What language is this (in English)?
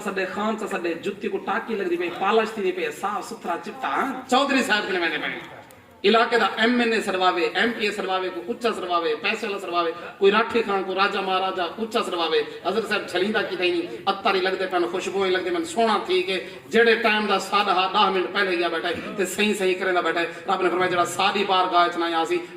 Saraiki